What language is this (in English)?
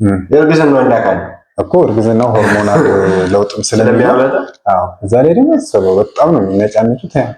Amharic